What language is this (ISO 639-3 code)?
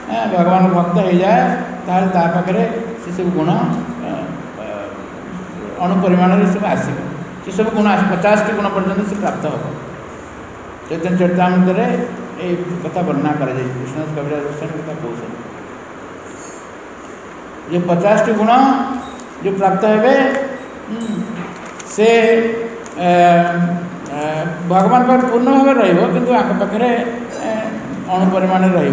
ori